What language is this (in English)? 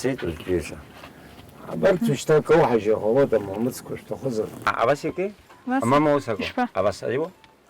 Abkhazian